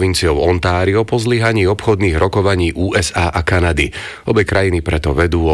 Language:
Slovak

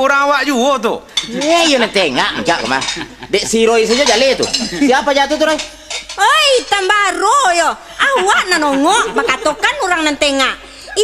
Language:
Minangkabau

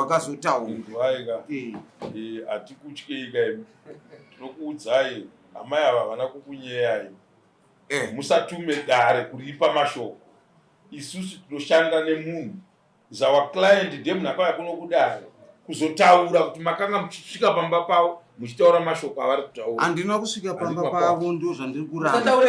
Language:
Shona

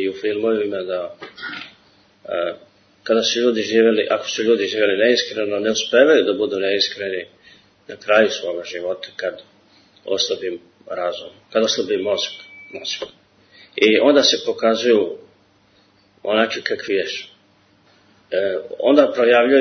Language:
Serbian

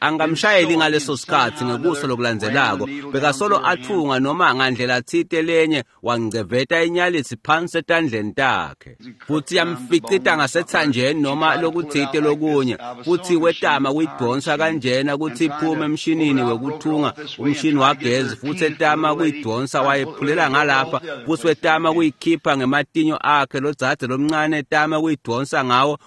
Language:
Swati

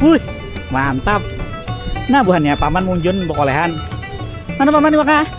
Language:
Banjar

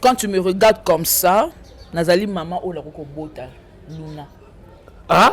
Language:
Lingala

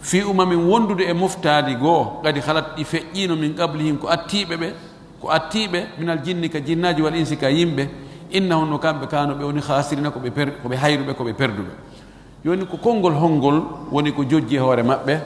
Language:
Fula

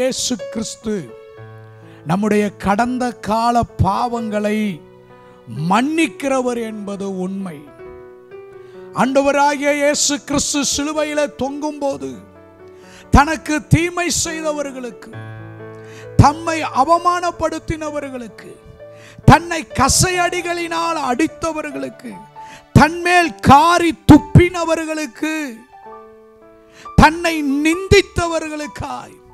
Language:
Tamil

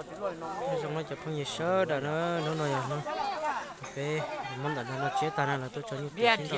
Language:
Hmong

